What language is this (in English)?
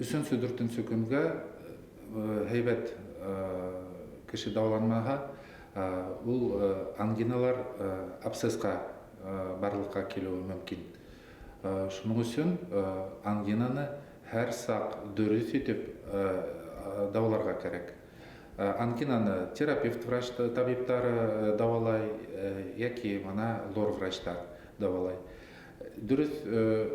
Bashkir